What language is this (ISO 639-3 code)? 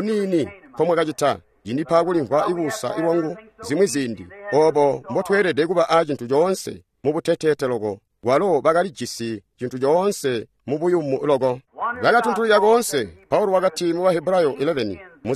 toi